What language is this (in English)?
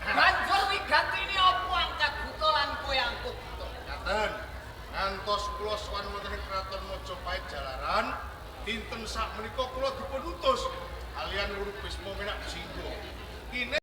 Javanese